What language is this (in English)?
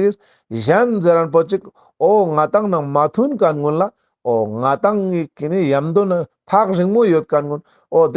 Ladakhi